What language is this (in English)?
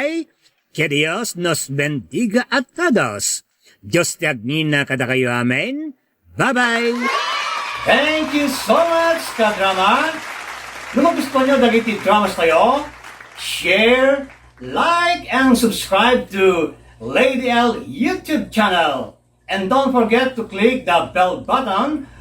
Iloko